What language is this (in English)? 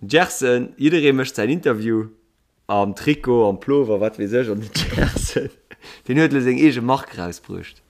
Luxembourgish